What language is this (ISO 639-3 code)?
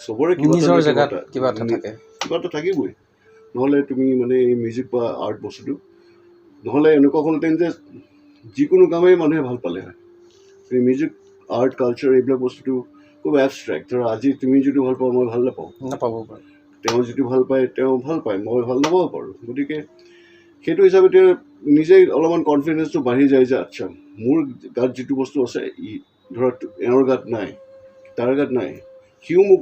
asm